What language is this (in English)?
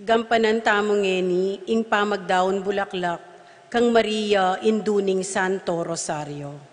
Pampanga